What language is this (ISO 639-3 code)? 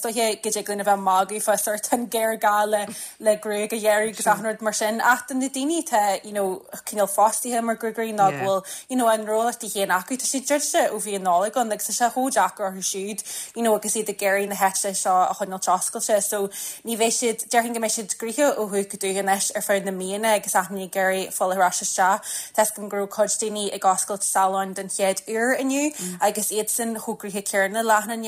gle